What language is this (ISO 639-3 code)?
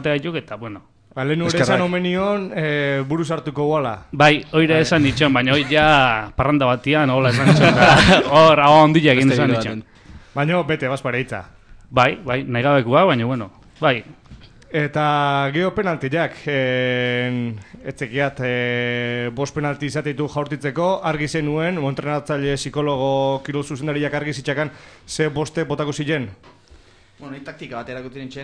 eus